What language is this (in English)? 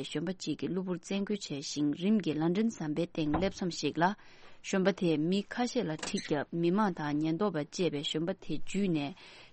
Tibetan